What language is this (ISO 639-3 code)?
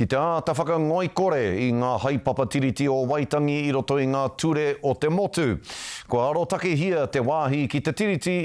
mri